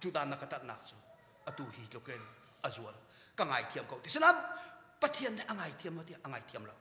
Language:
Hakha Chin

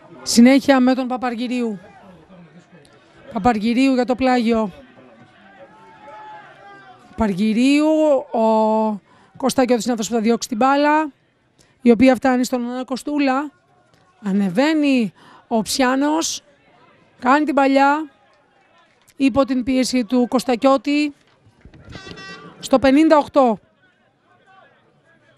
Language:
Greek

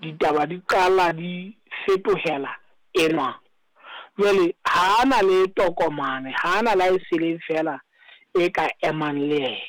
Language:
Southern Sotho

